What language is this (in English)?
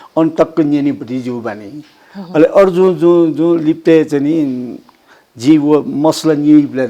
Newari